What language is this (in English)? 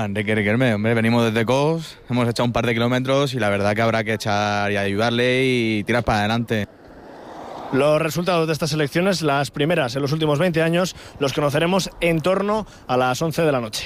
Spanish